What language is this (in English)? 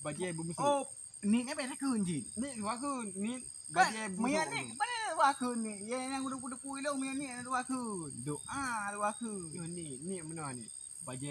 Achinese